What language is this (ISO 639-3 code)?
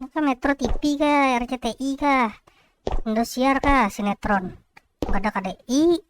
bjn